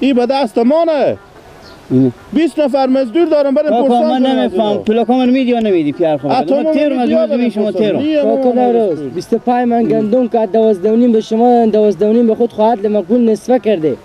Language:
Persian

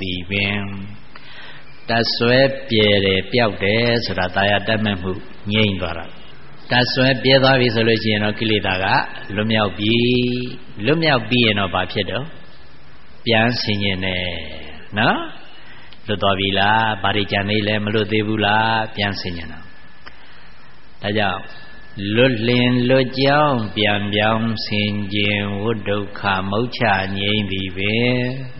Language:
Burmese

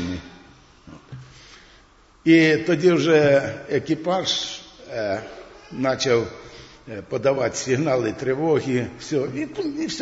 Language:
Ukrainian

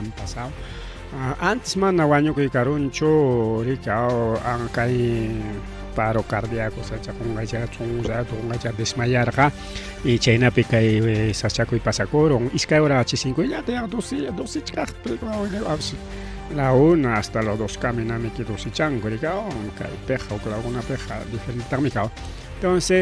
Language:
Ayacucho Quechua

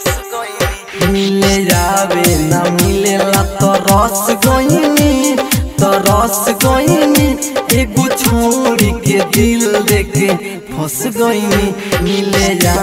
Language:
Bhojpuri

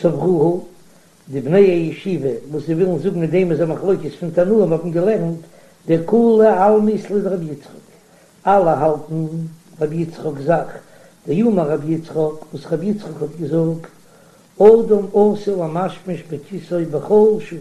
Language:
Yiddish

